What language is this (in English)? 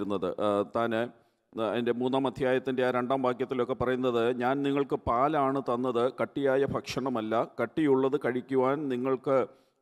Malayalam